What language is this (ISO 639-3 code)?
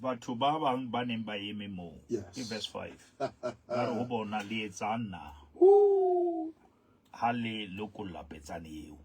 sot